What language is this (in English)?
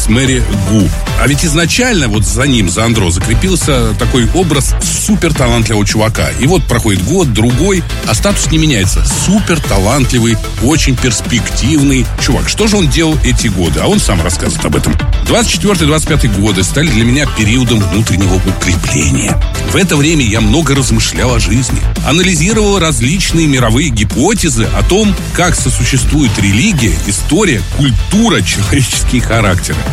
Russian